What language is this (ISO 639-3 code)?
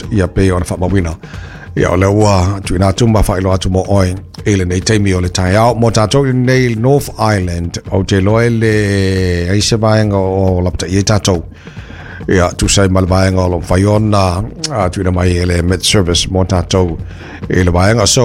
smo